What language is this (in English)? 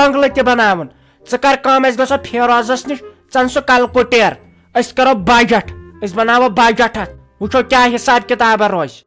Kashmiri